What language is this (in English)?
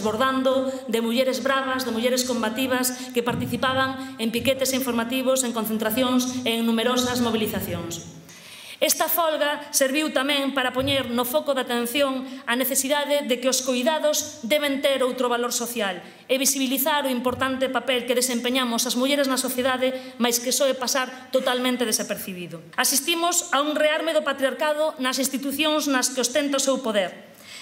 Galician